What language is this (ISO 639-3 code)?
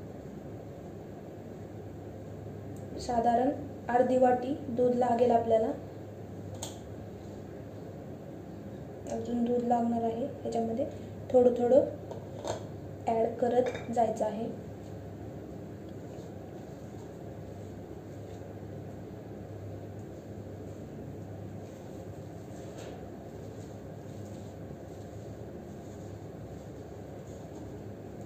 mar